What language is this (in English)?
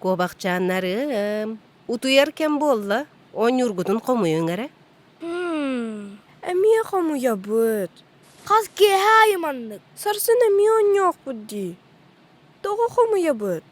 Yakut